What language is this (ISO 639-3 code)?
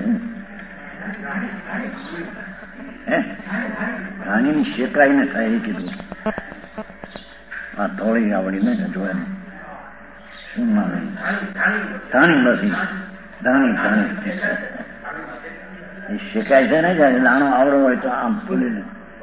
guj